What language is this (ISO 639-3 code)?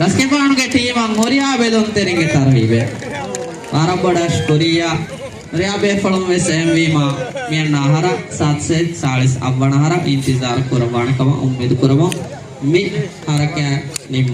div